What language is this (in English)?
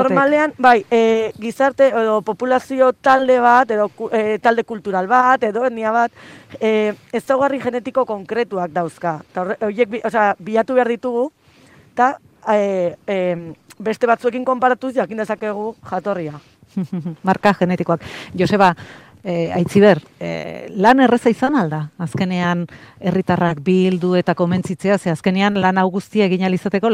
Basque